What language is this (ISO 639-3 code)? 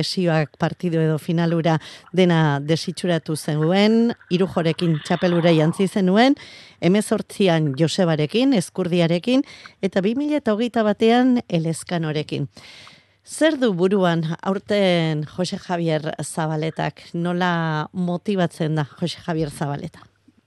eus